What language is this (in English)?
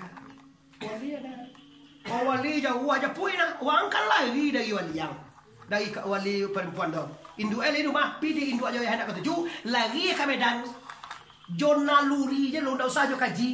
Minangkabau